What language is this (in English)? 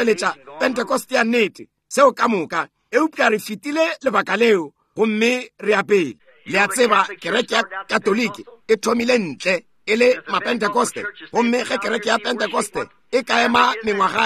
Northern Sotho